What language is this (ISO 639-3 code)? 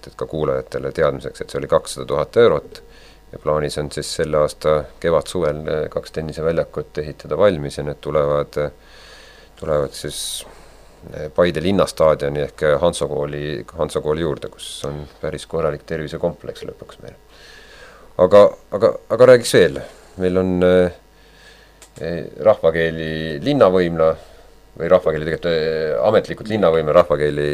est